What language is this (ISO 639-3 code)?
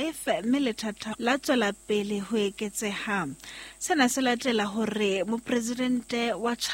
sot